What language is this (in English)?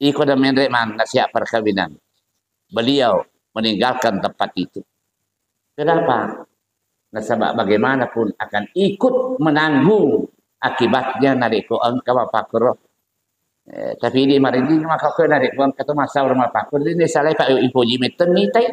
Buginese